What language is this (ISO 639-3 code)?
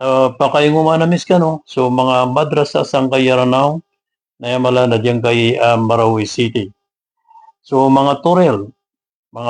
mrw